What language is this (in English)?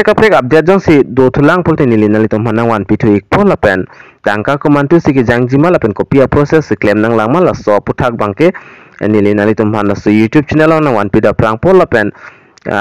Karbi